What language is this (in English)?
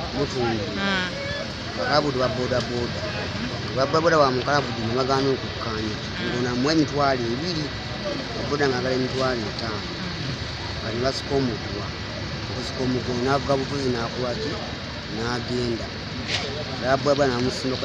Ganda